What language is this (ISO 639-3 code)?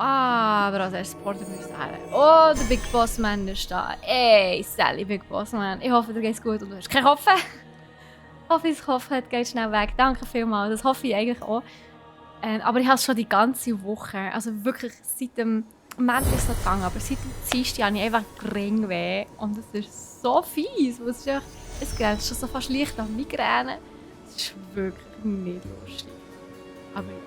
gsw